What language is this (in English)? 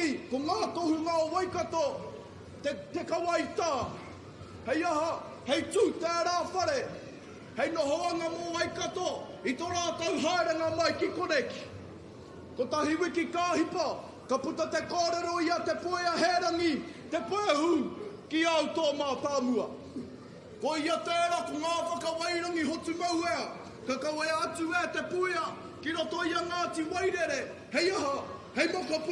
Māori